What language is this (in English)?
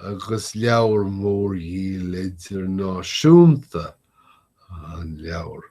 Irish